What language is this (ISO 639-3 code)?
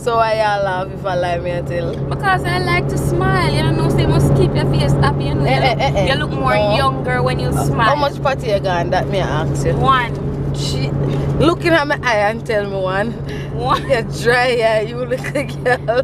jam